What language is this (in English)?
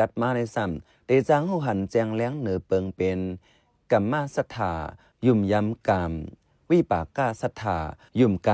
Shan